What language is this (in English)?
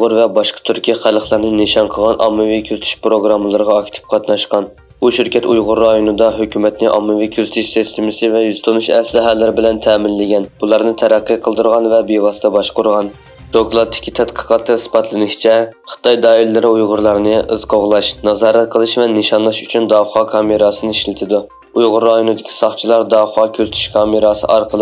Uyghur